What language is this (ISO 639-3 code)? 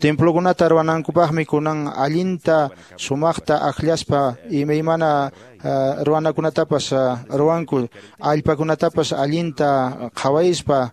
que